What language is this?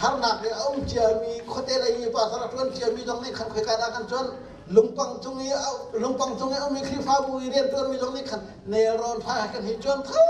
Hakha Chin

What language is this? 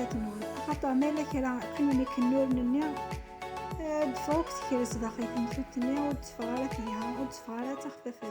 Kabyle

